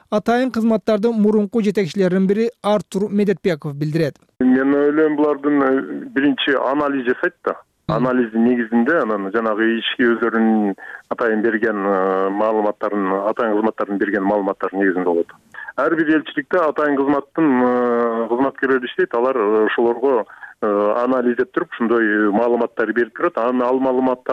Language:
Kyrgyz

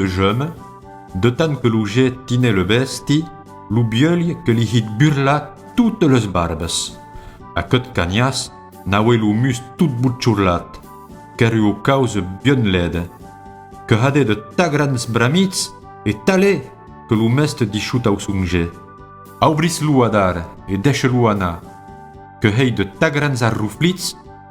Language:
Occitan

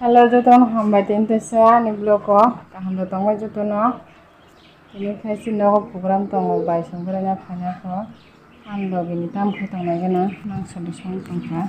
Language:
Kok Borok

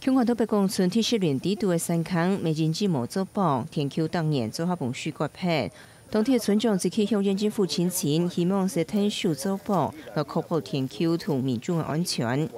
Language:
Hakka Chinese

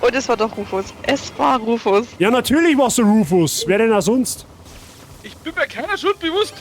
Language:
Bavarian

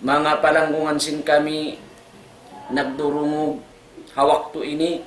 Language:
Tausug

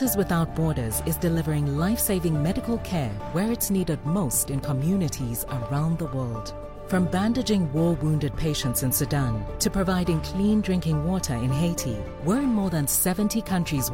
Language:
English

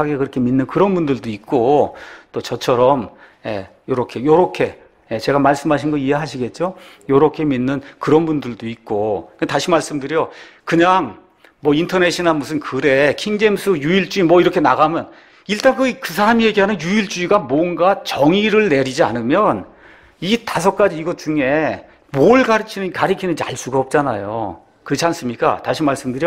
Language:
Korean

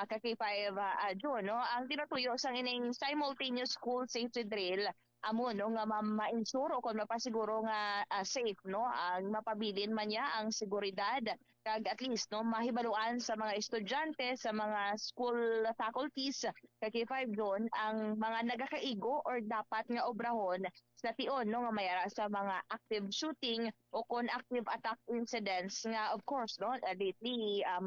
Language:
Hiligaynon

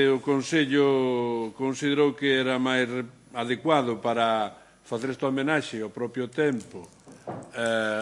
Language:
Galician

